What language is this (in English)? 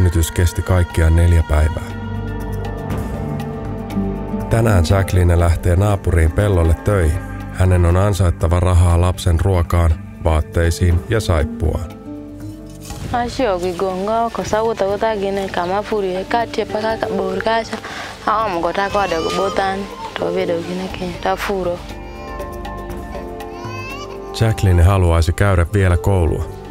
Finnish